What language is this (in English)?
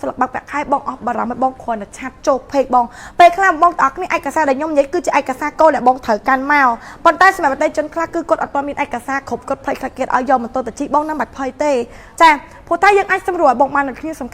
Khmer